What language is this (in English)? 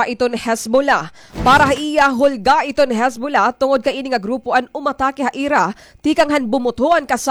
Waray